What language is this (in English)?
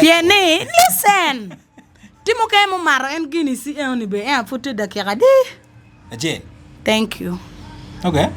Acoli